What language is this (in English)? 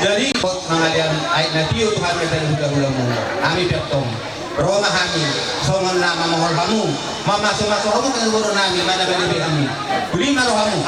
Batak Toba